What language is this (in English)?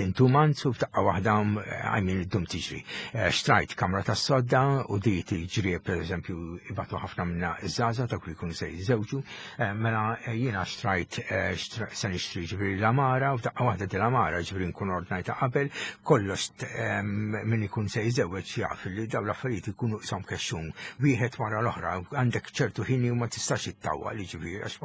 Maltese